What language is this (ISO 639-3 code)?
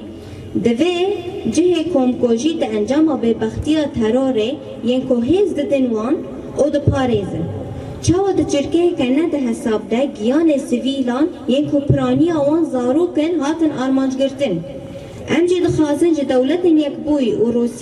kur